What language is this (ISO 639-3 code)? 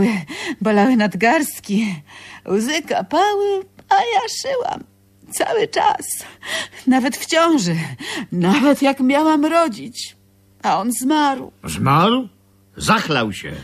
pol